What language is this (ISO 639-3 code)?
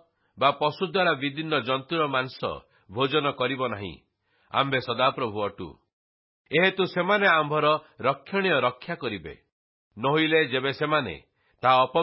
ori